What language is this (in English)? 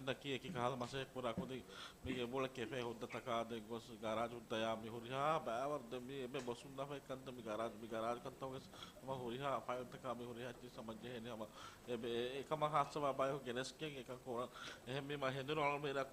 Divehi